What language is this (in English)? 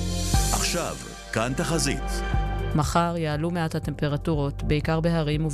Hebrew